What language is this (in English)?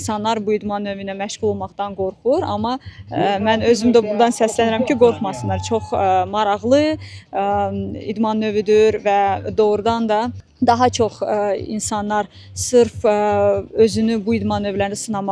Azerbaijani